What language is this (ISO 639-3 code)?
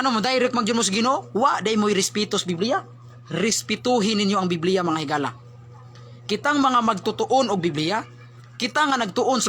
ceb